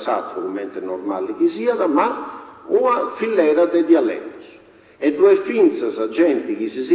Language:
Sardinian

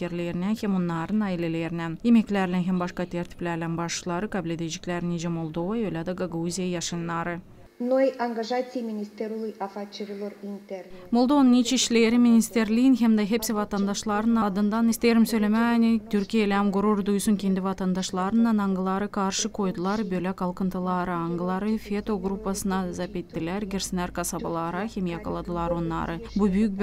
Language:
Gagauz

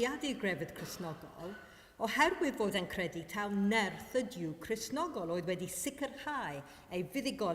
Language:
Welsh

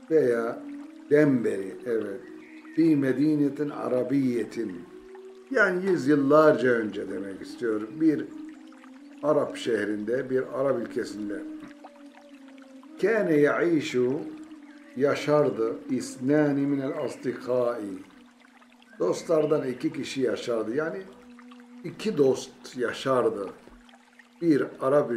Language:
Turkish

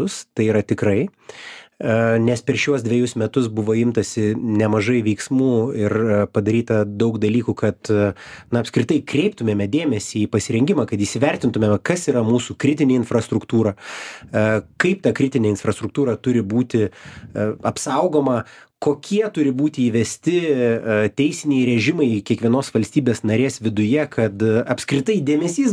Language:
Lithuanian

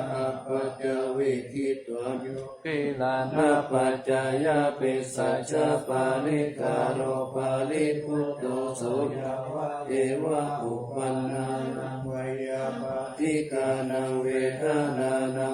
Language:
Pali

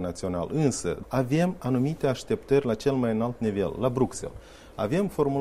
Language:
Romanian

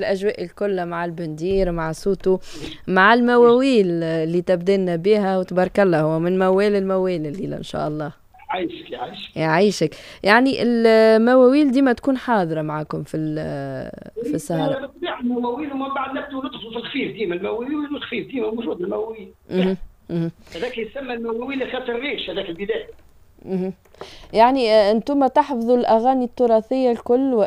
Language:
Tunisian Arabic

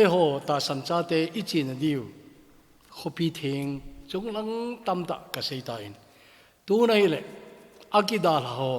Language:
Thado Chin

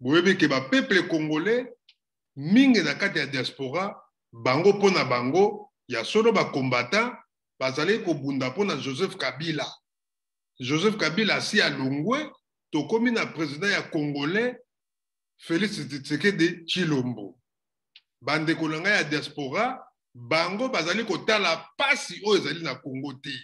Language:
Lingala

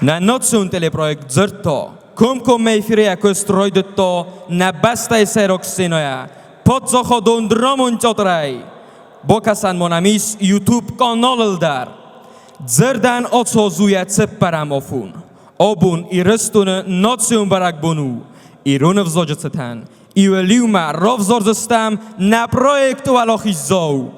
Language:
Ossetic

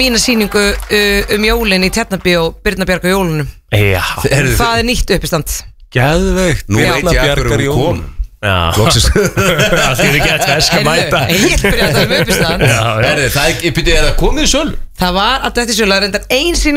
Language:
Icelandic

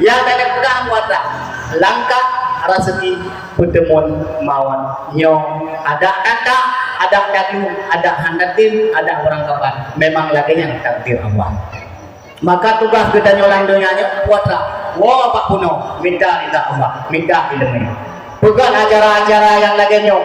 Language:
Achinese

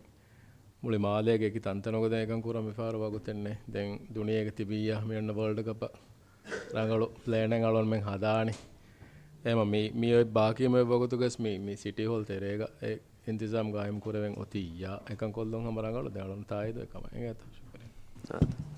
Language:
Divehi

